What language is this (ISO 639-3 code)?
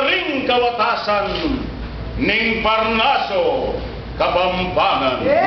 pam